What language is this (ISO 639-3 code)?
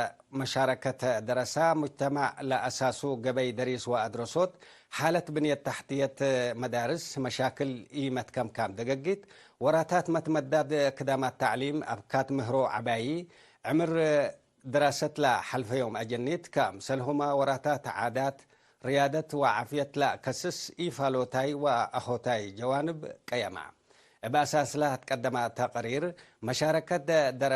tig